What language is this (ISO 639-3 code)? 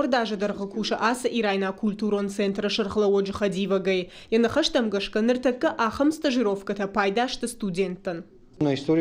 oss